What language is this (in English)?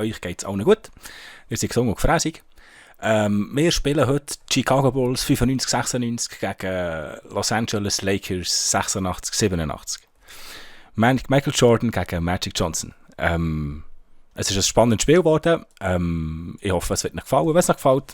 Swiss German